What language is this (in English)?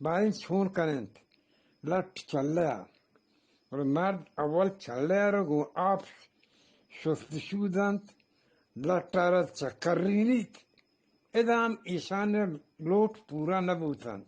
Eastern Balochi